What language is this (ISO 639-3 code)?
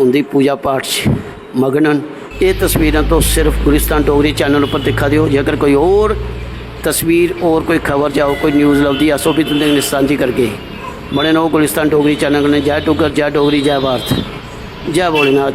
doi